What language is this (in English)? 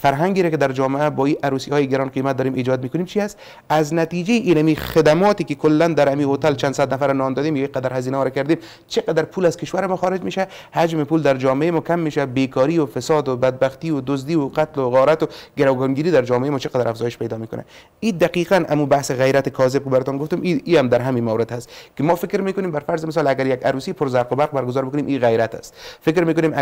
Persian